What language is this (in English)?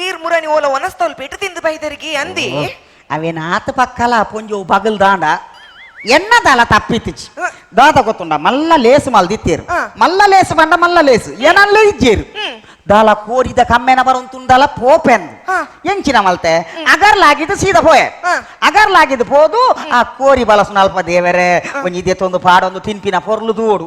Tulu